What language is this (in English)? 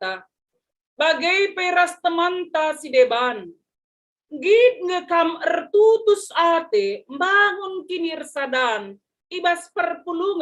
Batak Karo